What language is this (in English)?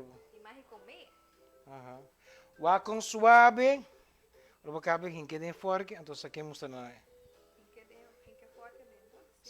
Papiamento